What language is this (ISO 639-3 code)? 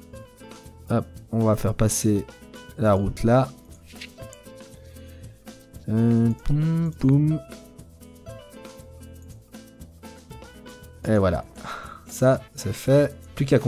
fra